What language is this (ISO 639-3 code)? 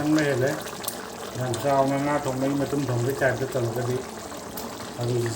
mni